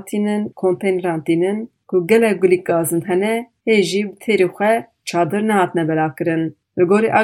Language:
Kurdish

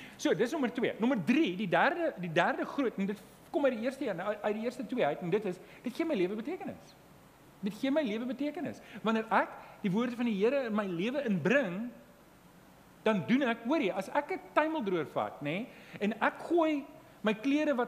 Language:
Afrikaans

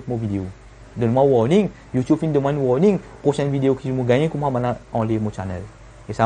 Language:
Morisyen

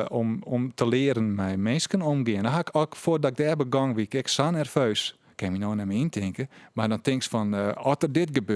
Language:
Western Frisian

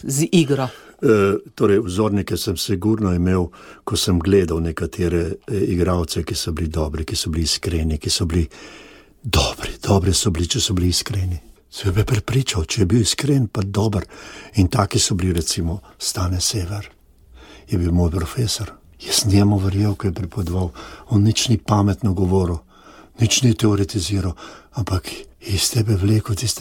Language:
Slovenian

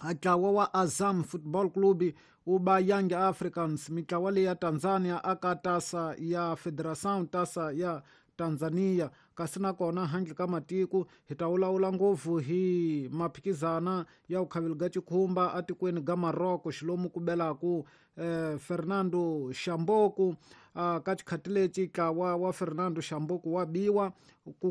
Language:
Tsonga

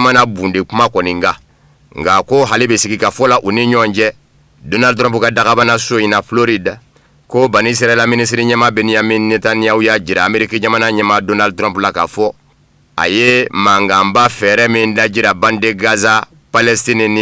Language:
Bambara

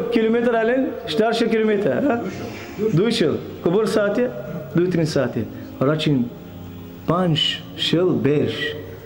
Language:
Balkan Romani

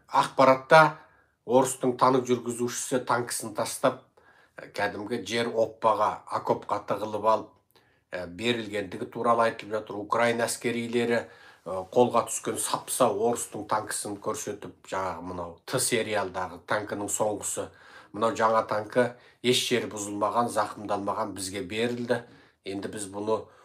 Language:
Kazakh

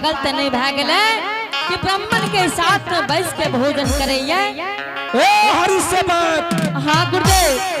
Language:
Angika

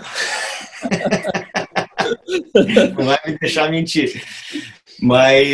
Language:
Portuguese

